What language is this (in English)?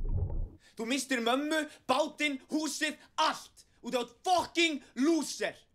Icelandic